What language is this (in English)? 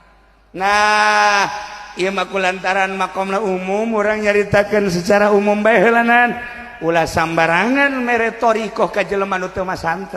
Sundanese